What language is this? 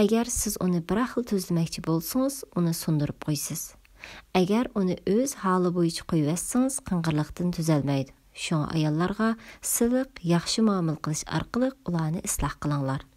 Uyghur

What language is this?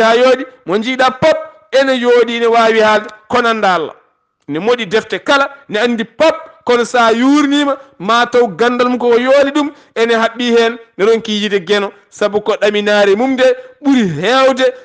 Fula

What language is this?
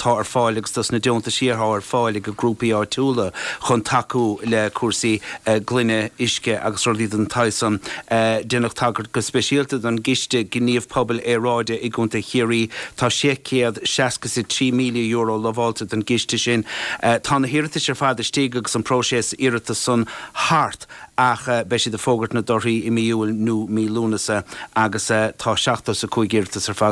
Irish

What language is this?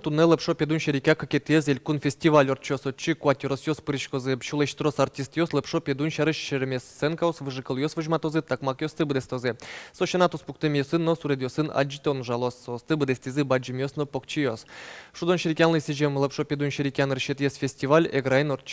Udmurt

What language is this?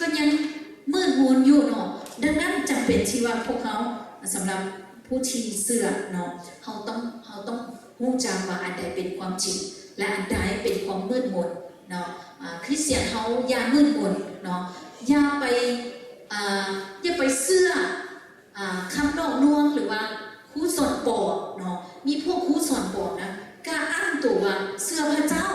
Lao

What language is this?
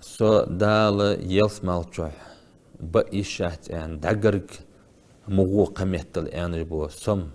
Ingush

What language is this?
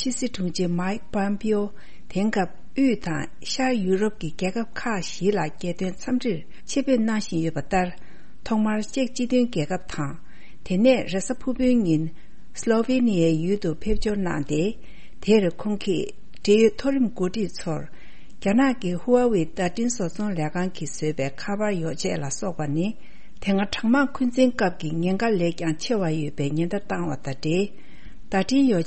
Tibetan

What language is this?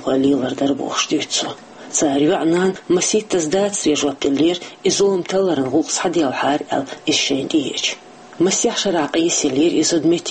Chechen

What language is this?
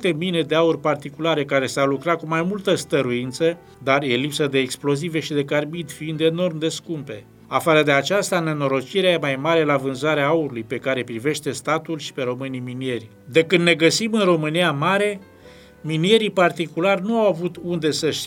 Romanian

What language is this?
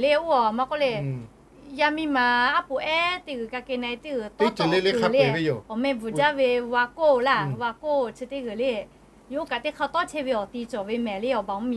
Lahu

